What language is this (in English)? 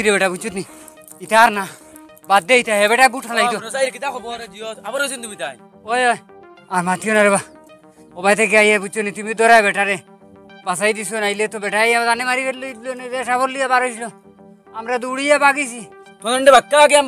Sylheti